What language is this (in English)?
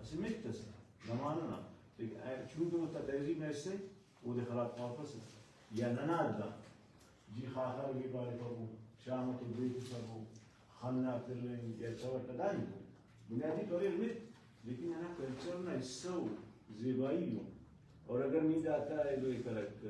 Brahui